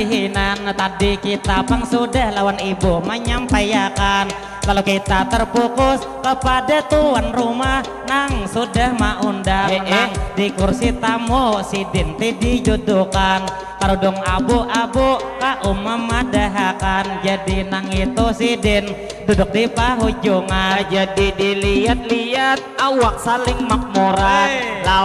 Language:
Banjar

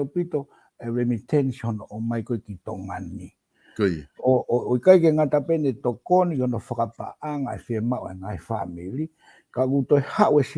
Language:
Tongan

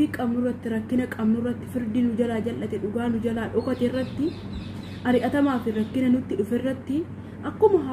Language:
Oromo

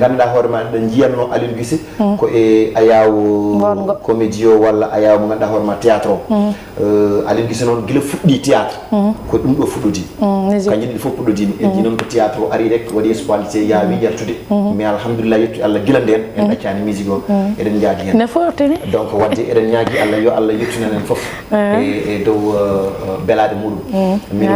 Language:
Fula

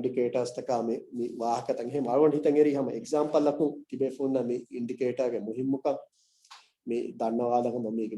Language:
Divehi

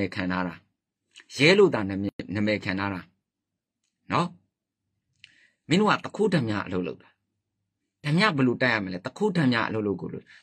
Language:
Burmese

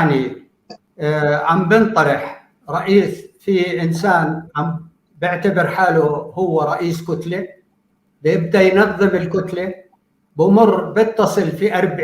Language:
North Levantine Arabic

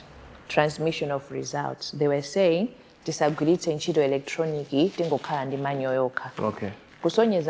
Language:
Nyanja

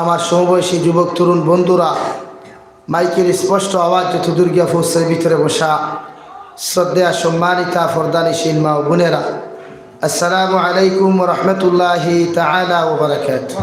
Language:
Sylheti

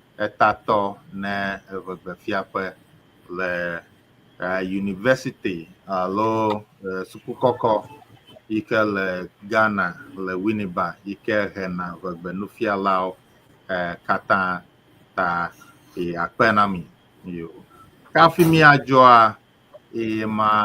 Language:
Ewe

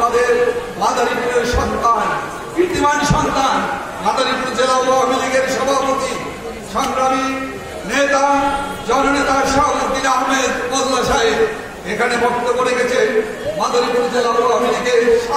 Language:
Bangla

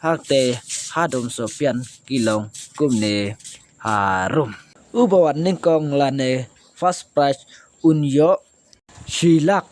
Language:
Khasi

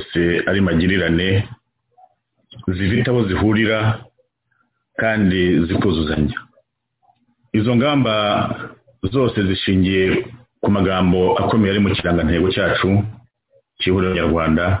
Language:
Kinyarwanda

